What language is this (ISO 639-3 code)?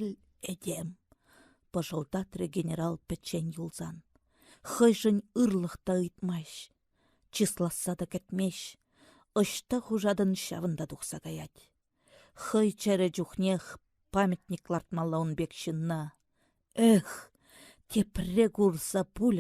chv